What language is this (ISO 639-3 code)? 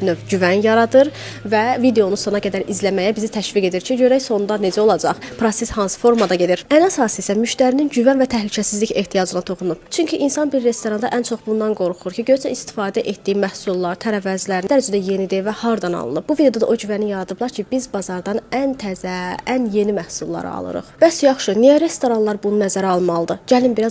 aze